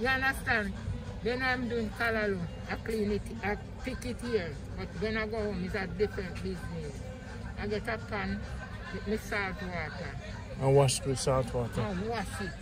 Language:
Jamaican Creole English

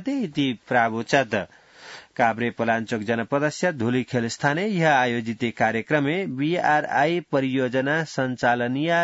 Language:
Sanskrit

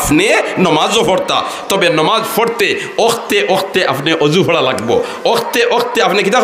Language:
Sylheti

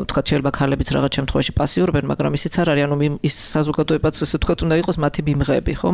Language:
Georgian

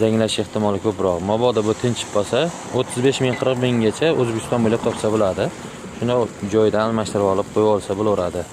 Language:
Uzbek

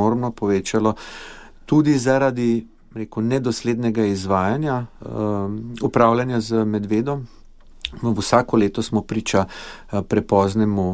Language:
Slovenian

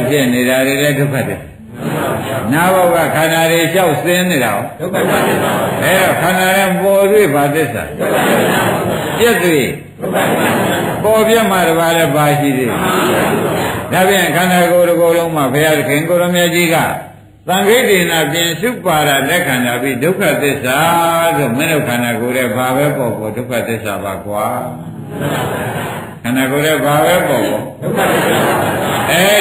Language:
Burmese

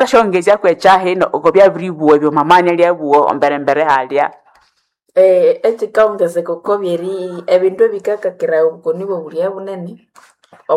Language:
Nande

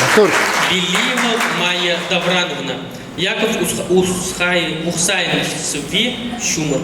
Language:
Chuvash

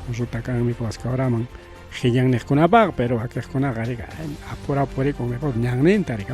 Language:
Ayacucho Quechua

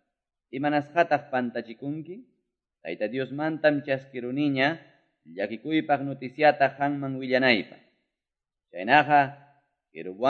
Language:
Ayacucho Quechua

